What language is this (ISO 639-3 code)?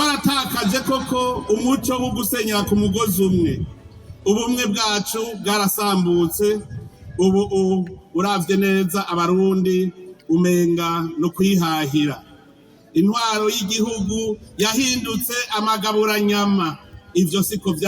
run